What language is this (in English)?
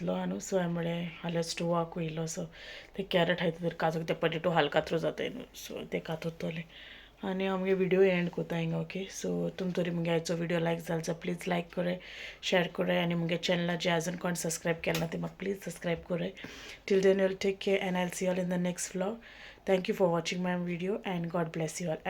Konkani